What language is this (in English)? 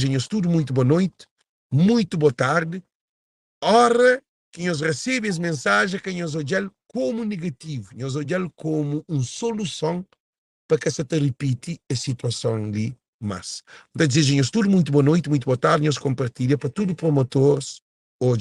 Kabuverdianu